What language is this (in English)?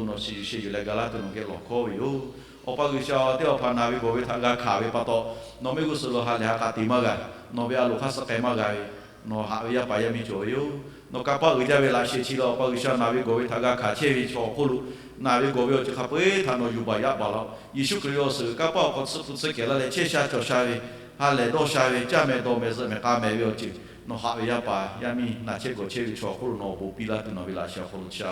Lahu